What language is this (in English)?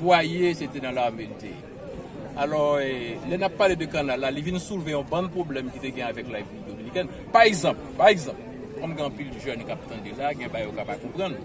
Haitian Creole